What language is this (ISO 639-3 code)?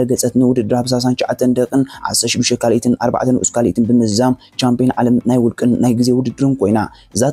tir